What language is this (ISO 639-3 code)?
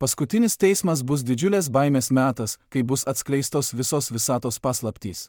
lit